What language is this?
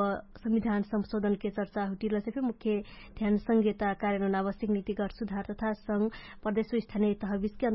Dangaura Tharu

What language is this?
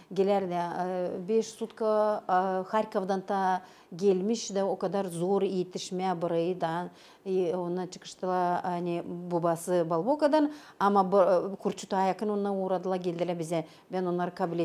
Gagauz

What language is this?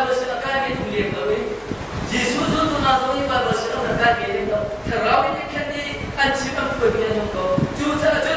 Hakha Chin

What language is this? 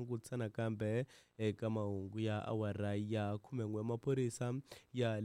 Tsonga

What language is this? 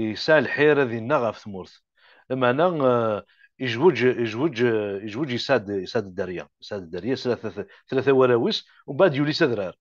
Kabyle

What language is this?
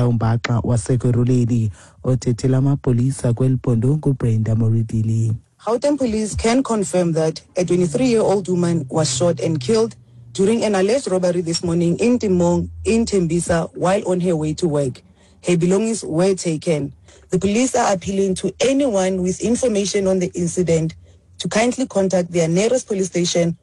Xhosa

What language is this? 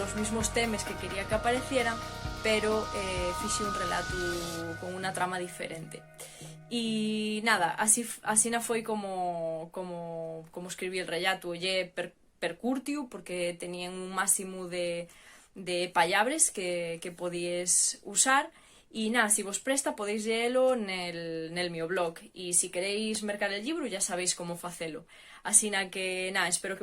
Asturian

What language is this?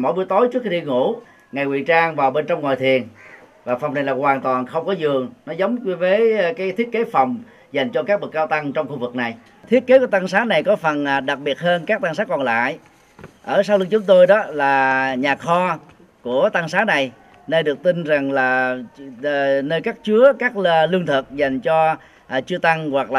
Vietnamese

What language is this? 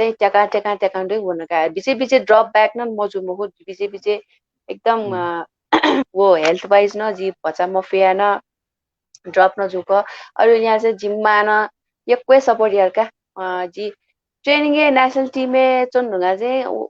Newari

